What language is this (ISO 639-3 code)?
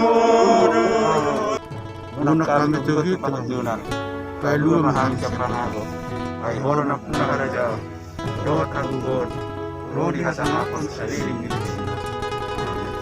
bbc